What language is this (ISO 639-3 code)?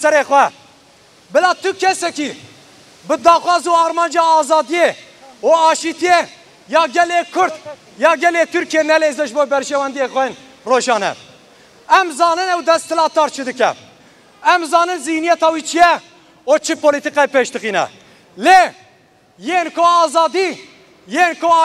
kur